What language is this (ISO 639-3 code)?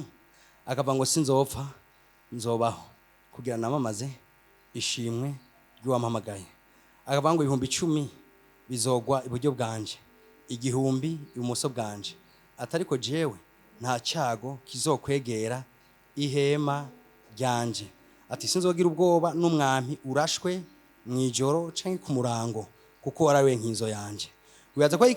run